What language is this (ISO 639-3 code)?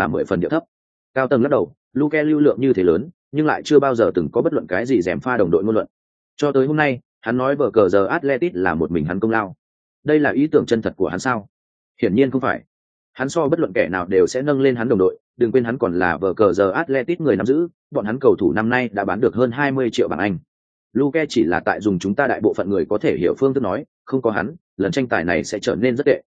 vie